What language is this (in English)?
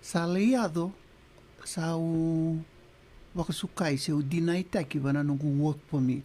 Fijian